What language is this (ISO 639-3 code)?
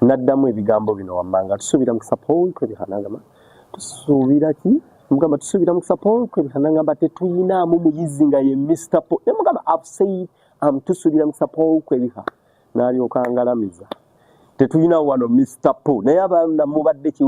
lug